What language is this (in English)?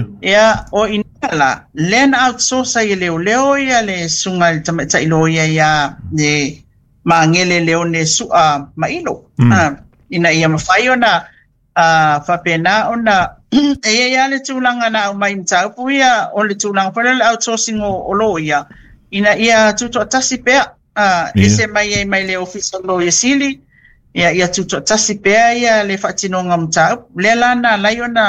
Samoan